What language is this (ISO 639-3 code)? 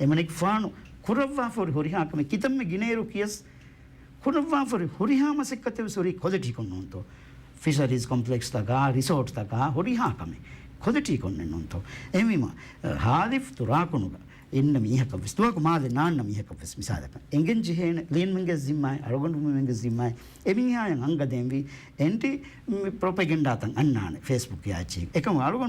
div